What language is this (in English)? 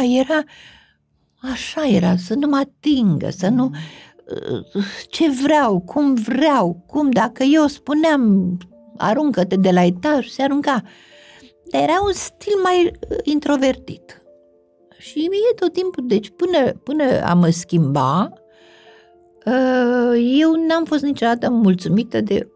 Romanian